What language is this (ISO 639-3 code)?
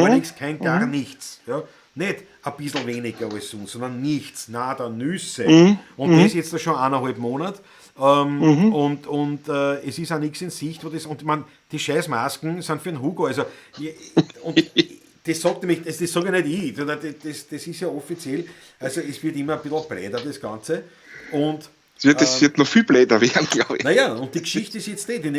bar